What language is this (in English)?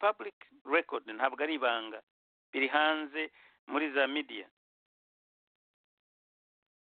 Kinyarwanda